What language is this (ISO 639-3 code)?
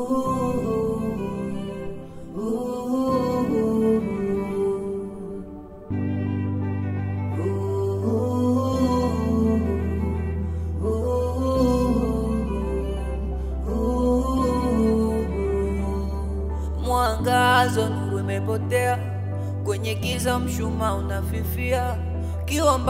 swa